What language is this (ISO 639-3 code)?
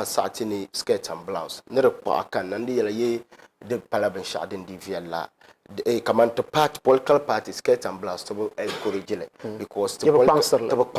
dag